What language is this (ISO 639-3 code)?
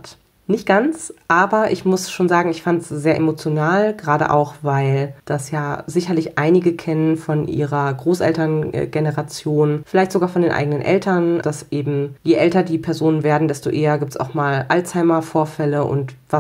deu